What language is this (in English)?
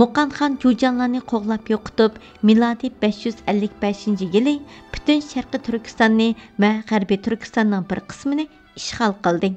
Uyghur